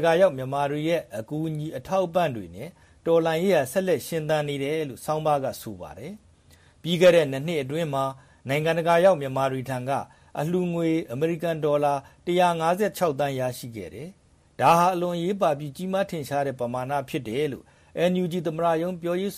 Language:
Burmese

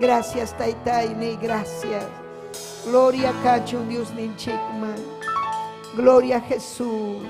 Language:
Ayacucho Quechua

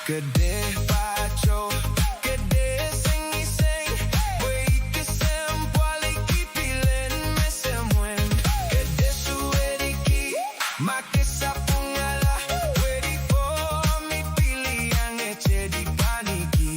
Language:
Pohnpeian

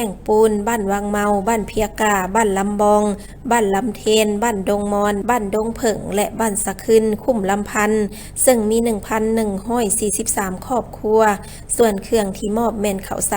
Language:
Lao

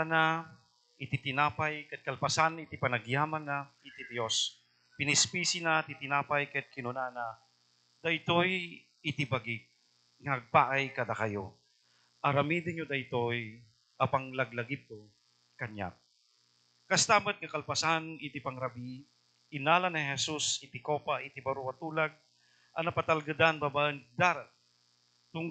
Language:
Iloko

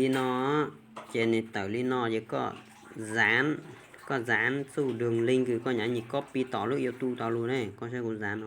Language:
Hmong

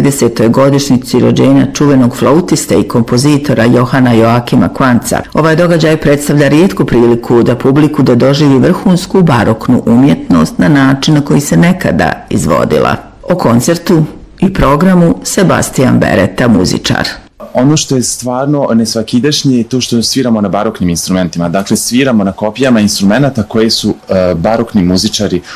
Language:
Bosnian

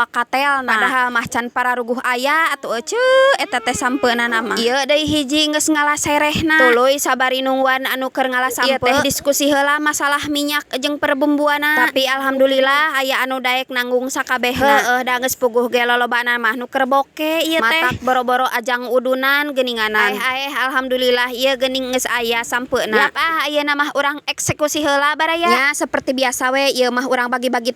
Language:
Sundanese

